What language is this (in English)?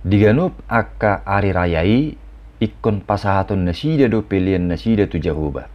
Batak Toba